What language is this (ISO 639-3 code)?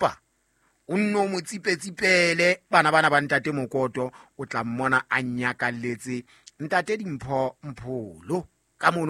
sot